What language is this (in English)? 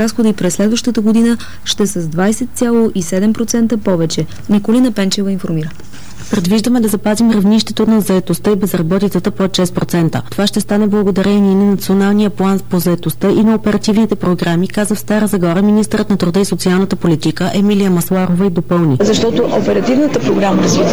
Bulgarian